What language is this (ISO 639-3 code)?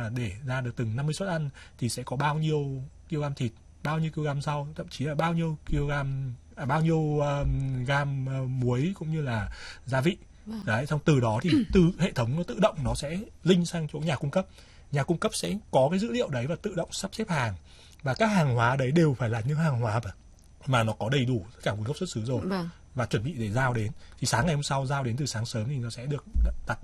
vie